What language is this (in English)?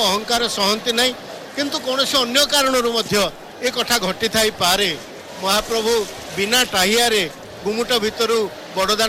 Odia